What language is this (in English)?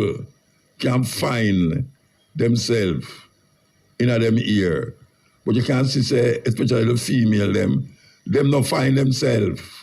Jamaican Creole English